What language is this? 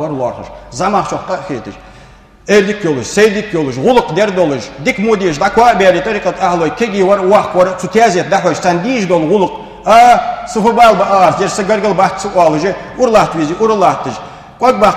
Ingush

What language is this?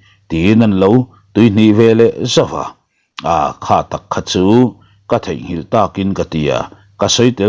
Mizo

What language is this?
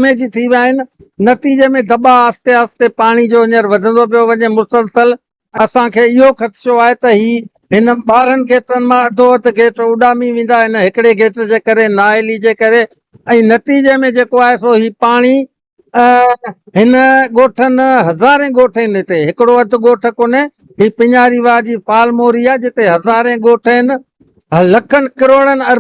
Sindhi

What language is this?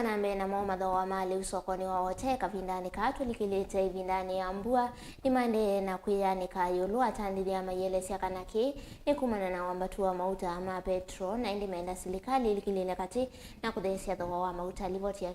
Kamba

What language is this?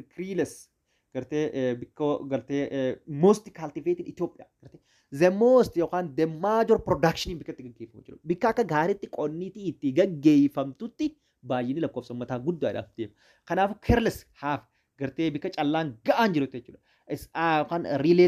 Oromo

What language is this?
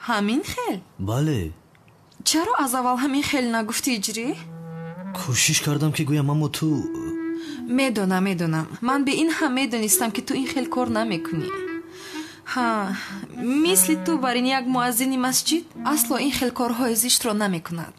Tajik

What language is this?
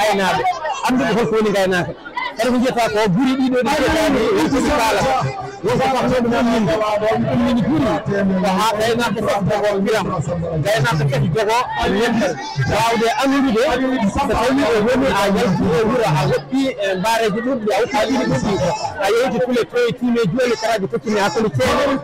Fula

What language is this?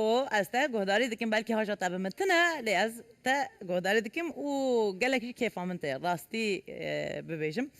Kurdish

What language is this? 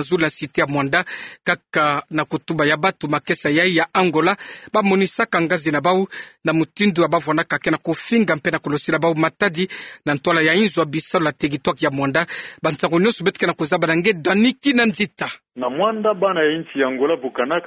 Kituba (Democratic Republic of Congo)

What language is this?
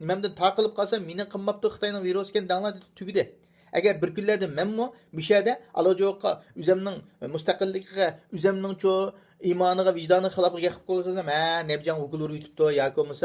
Uyghur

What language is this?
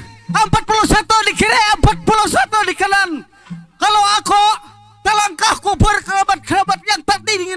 Banjar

